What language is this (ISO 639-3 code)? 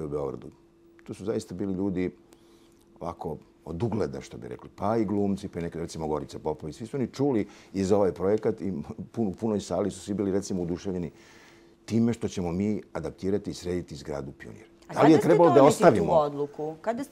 srp